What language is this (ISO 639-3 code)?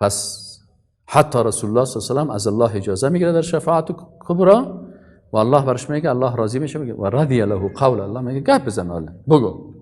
fas